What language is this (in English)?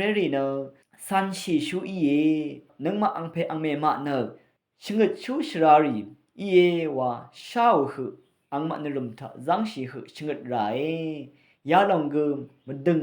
Rawang